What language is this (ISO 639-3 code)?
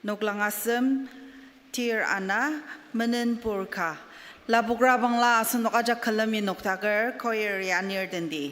njo